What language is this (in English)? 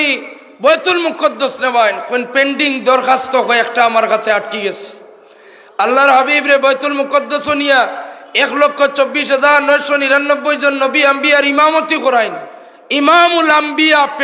Sylheti